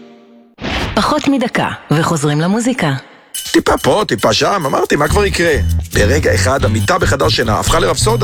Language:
Hebrew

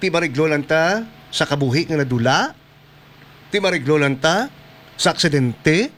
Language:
Hiligaynon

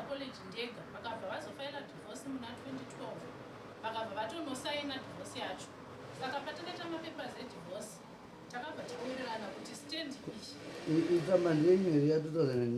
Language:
Shona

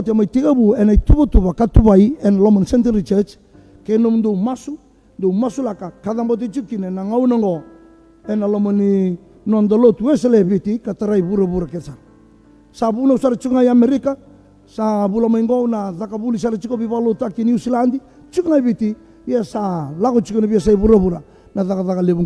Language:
Fijian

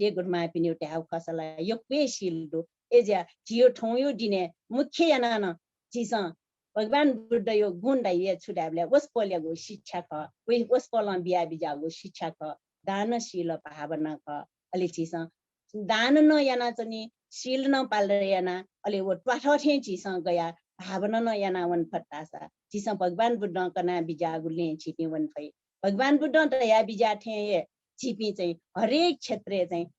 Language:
Newari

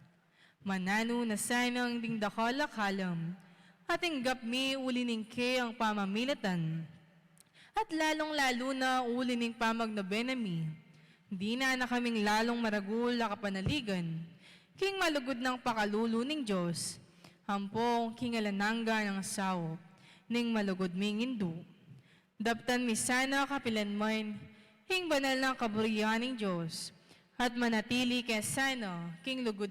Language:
Pampanga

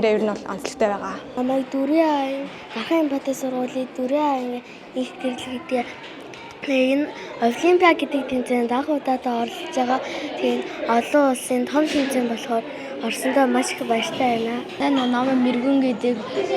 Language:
Mongolian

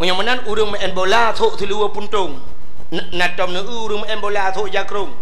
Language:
Achinese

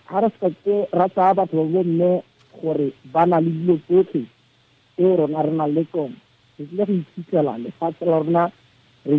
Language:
Tswana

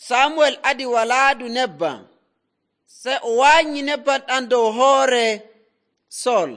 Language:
Nigerian Fulfulde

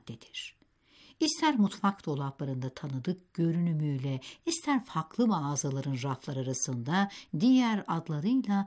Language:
Turkish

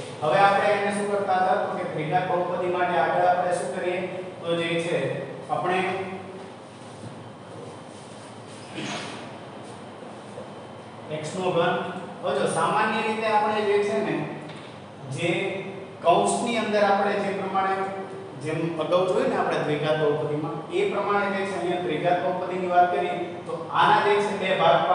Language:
Gujarati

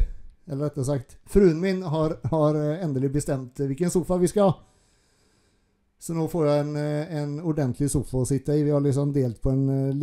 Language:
Norwegian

